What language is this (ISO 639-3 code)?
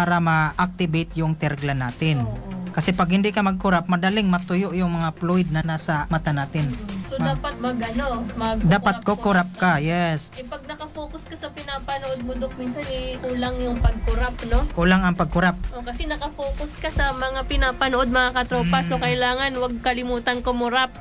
fil